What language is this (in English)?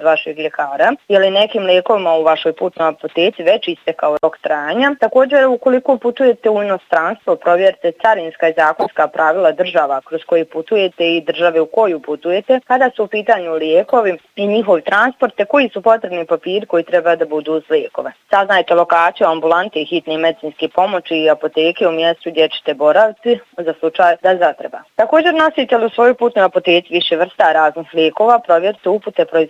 Bosnian